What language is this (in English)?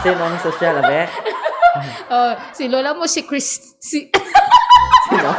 Hiligaynon